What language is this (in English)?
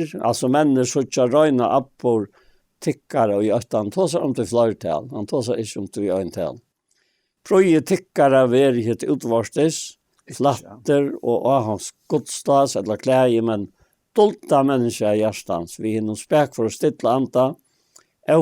Faroese